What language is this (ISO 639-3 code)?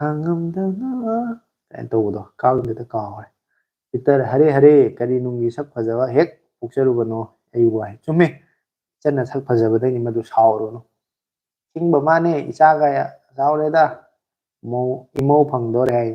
mni